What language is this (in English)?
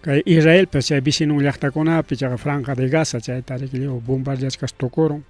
Ayacucho Quechua